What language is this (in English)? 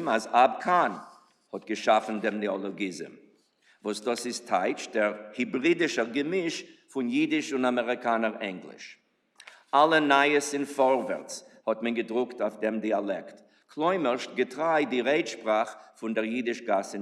Yiddish